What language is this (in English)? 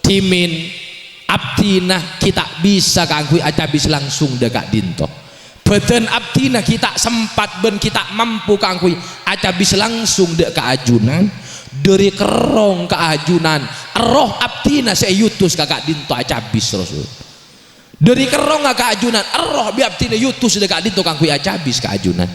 Madurese